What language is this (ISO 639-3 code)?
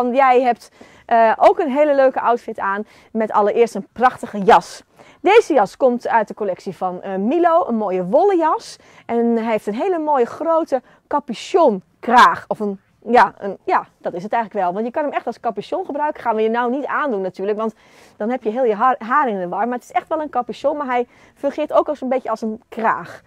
nld